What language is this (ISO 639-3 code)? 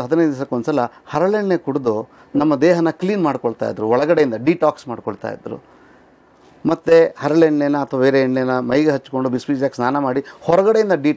kan